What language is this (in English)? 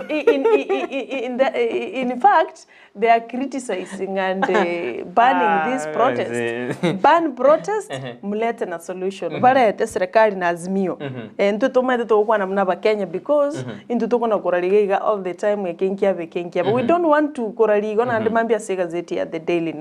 Gusii